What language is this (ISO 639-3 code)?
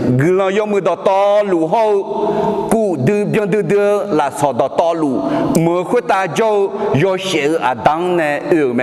ahk